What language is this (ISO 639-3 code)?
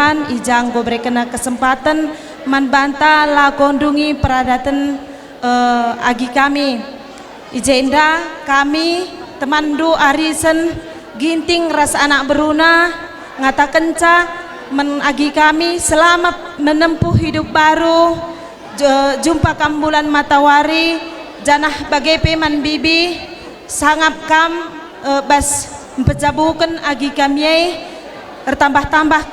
btx